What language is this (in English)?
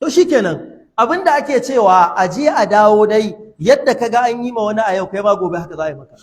Hausa